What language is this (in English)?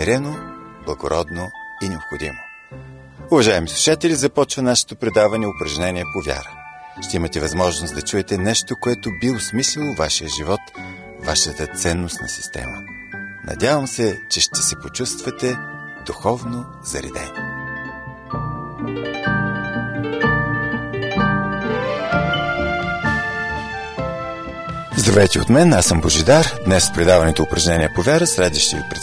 Bulgarian